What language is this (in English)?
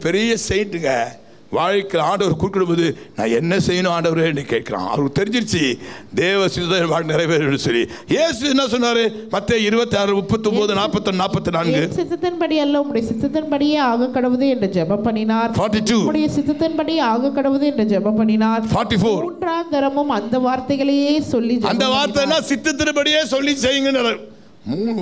Tamil